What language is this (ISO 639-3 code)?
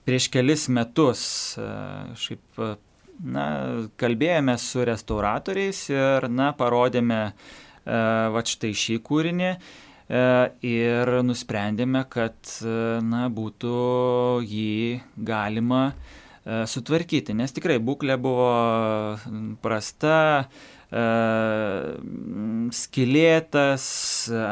lit